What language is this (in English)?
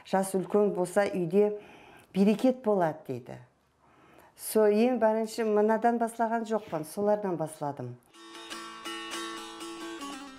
Kara-Kalpak